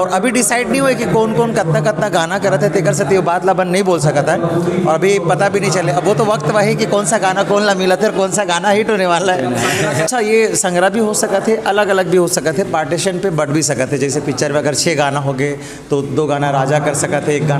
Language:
Chhattisgarhi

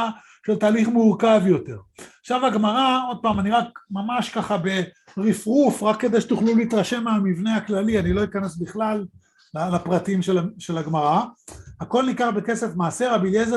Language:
Hebrew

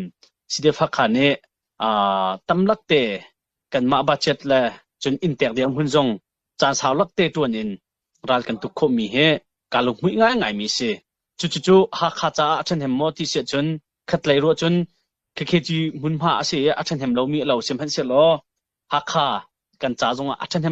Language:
Hakha Chin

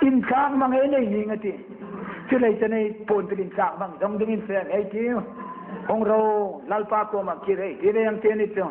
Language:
Hmar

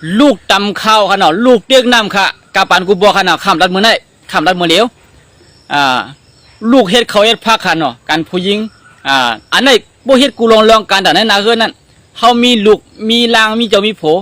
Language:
Shan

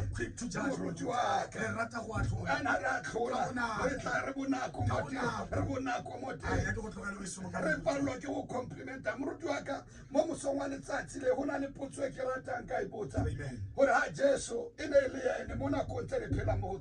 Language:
Tswana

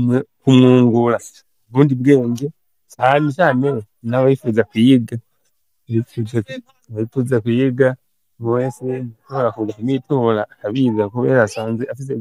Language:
Rundi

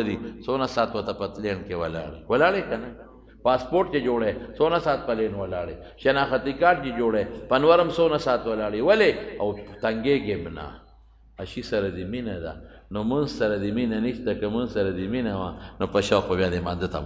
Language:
Pashto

